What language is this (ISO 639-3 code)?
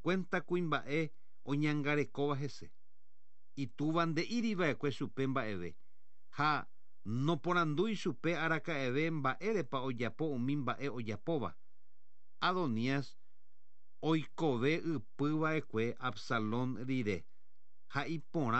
grn